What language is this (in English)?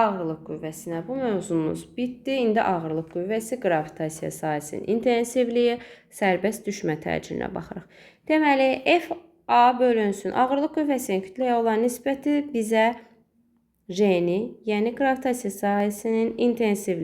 Azerbaijani